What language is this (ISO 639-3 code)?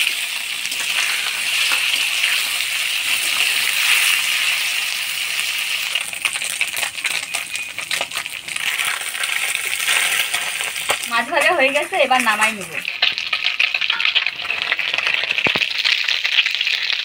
ben